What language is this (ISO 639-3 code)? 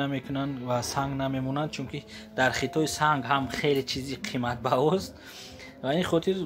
tgk